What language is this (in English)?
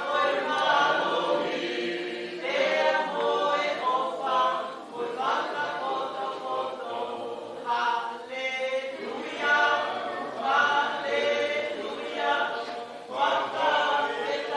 Tongan